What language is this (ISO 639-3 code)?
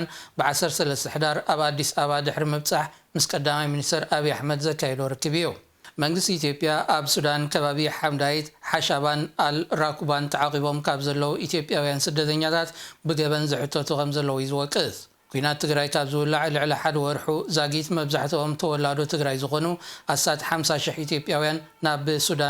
tir